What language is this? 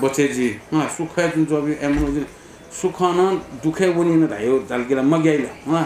Newari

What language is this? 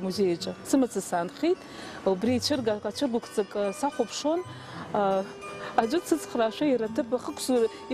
Abkhazian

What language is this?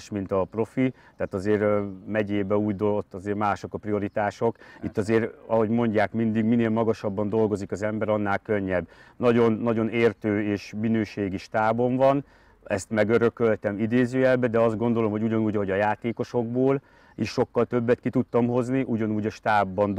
Hungarian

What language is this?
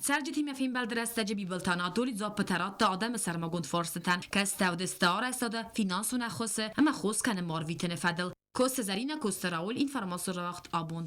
Ossetic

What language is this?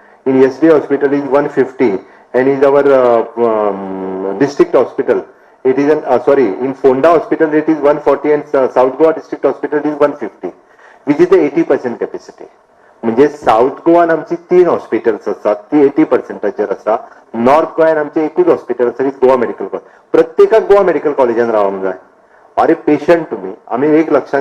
Konkani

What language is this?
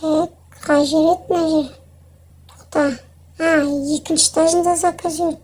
Kazakh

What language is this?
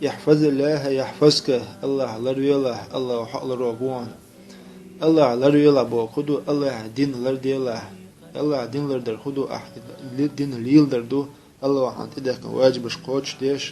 Chechen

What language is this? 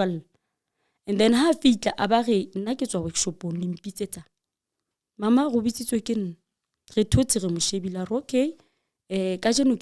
Southern Sotho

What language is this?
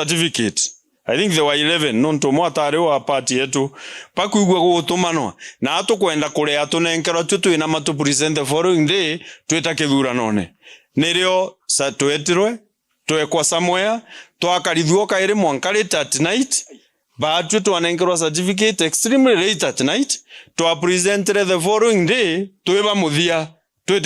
Meru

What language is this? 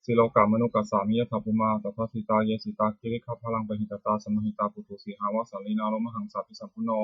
Pali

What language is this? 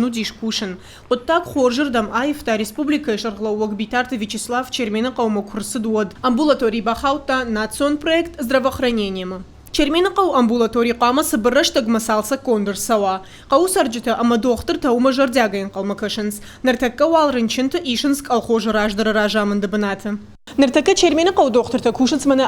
Ossetic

